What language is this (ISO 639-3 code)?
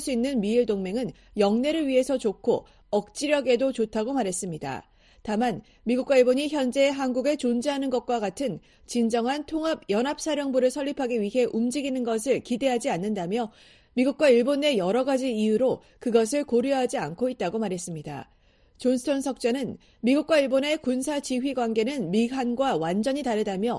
kor